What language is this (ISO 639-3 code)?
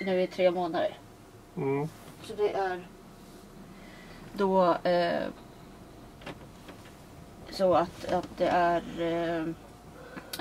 swe